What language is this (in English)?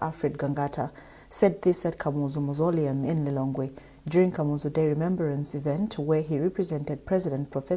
English